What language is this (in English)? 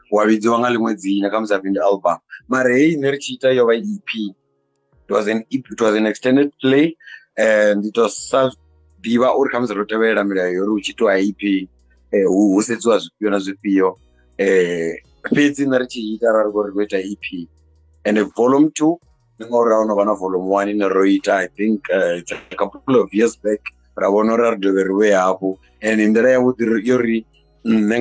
Venda